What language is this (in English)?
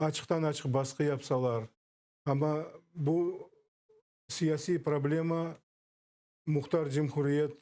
Crimean Tatar